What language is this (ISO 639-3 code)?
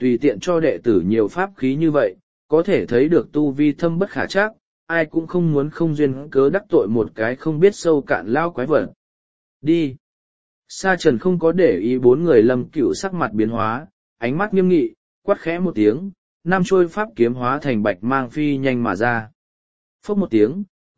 vie